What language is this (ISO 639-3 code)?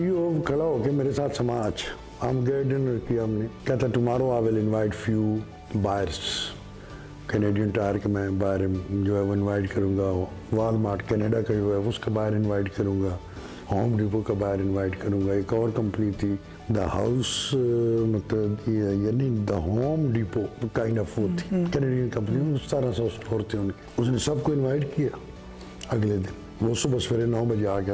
hin